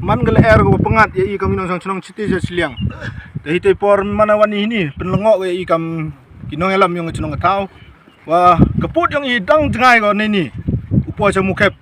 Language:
Pnar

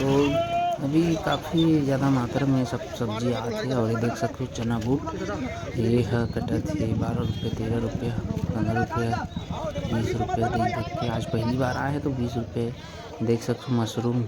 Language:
Chhattisgarhi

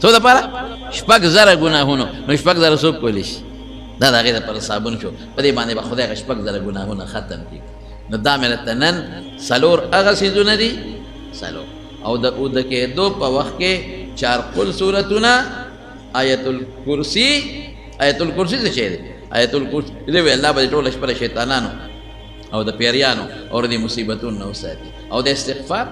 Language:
Pashto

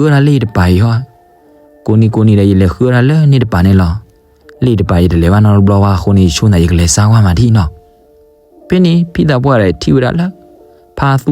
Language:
S'gaw Karen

